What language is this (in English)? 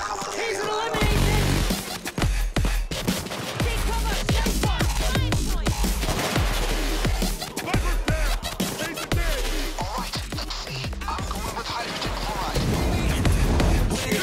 English